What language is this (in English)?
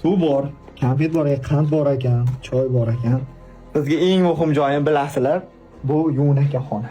Uzbek